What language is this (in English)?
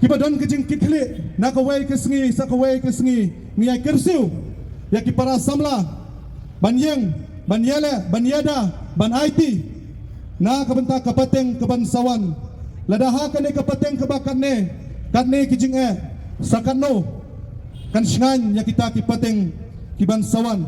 Khasi